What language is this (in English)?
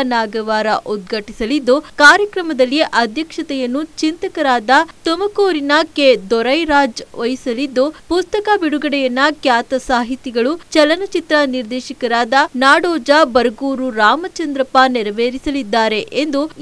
Kannada